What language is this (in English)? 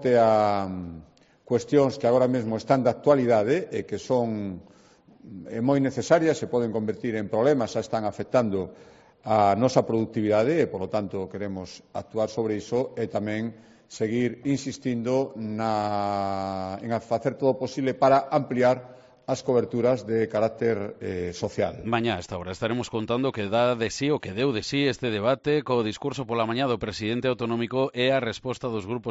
Galician